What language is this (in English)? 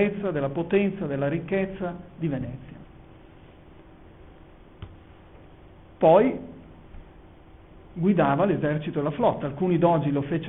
Italian